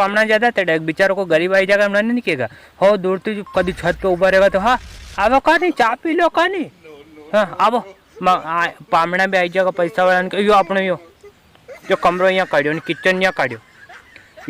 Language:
Rajasthani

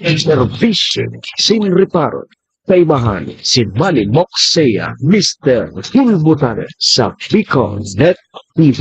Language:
Bikol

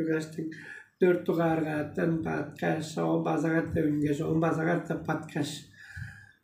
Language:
Tuvinian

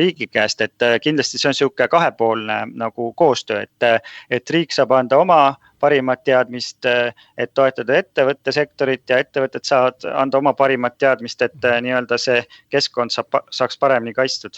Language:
Estonian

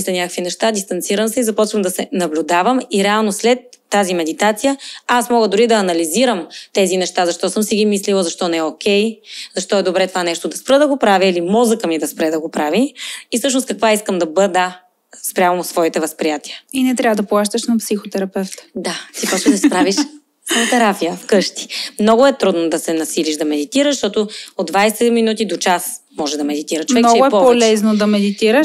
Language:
Bulgarian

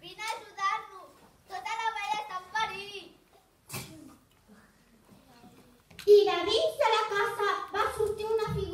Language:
Catalan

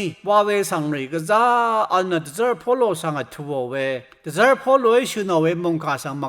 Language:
Rawang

